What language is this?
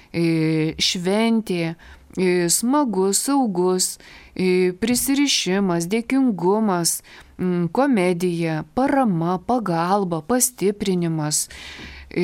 Lithuanian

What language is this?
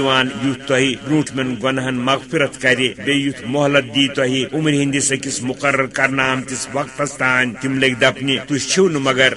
Kashmiri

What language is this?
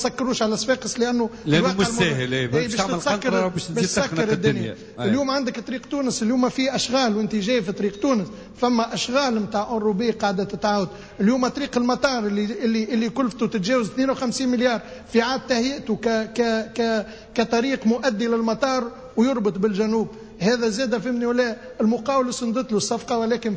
Tunisian Arabic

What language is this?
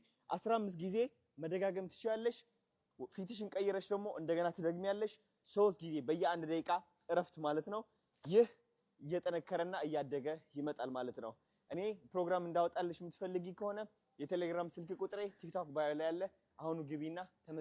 Amharic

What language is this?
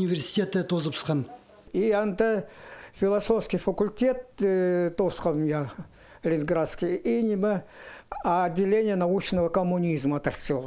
Khakas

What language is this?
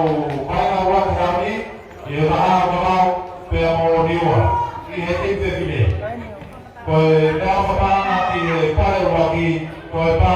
Tongan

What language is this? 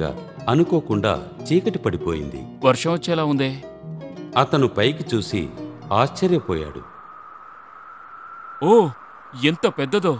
Telugu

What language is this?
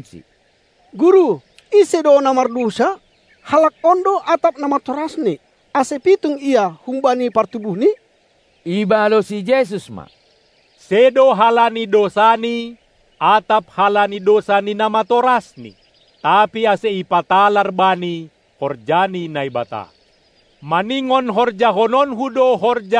Batak Simalungun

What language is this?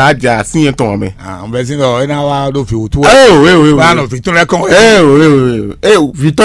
Fon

